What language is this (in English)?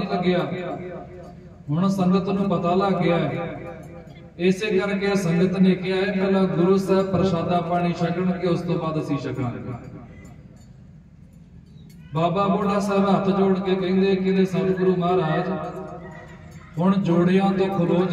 Punjabi